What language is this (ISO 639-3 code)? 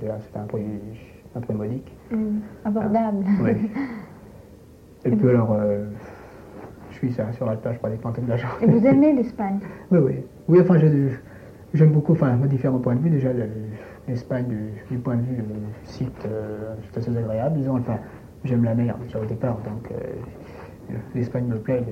fra